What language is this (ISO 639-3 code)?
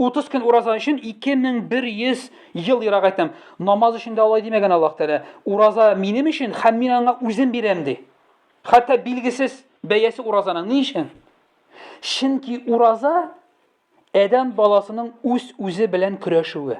tat